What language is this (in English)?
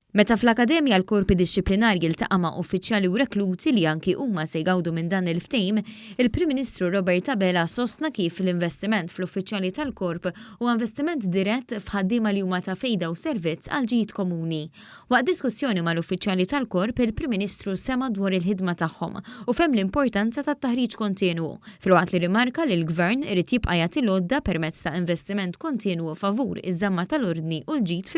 Maltese